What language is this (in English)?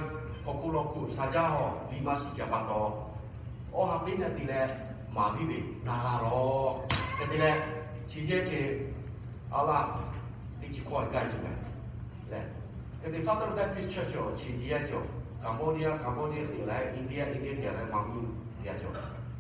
Lahu